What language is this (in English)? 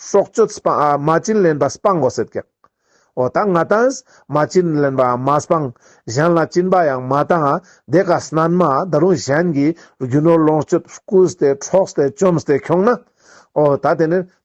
Ladakhi